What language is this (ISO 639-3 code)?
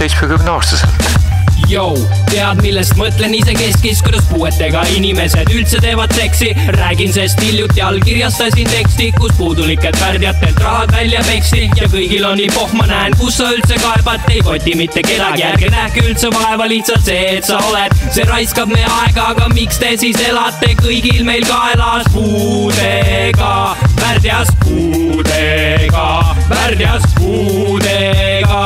est